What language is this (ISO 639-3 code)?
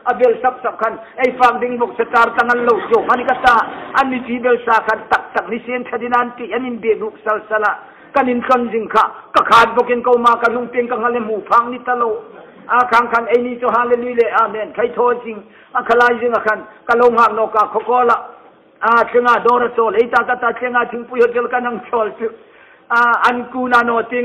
hmr